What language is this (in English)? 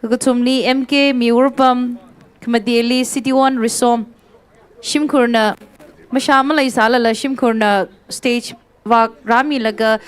Tangkhul Naga (India)